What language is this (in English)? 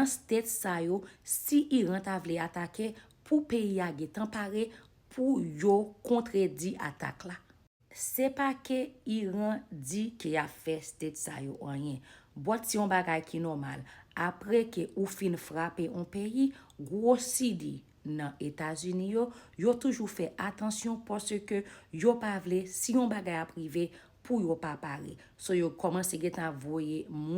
Haitian Creole